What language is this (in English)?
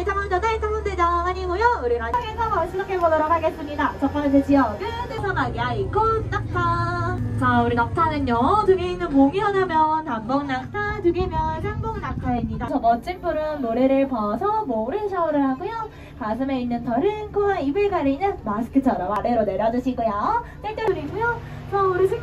Korean